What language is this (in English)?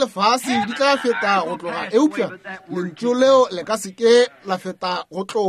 Northern Sotho